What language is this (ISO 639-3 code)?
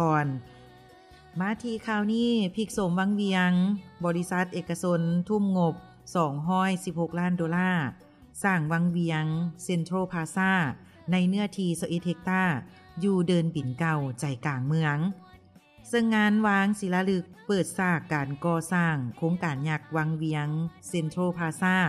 lao